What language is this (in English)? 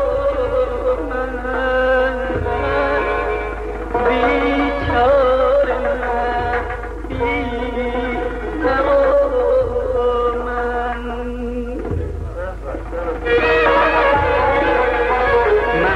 Persian